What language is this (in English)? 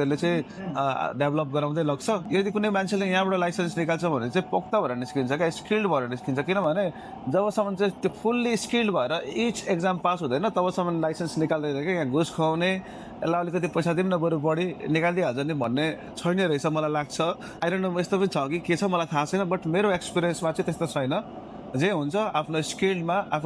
Nepali